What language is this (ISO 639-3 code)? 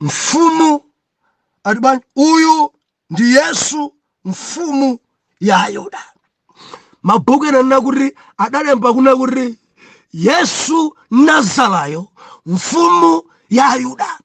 nya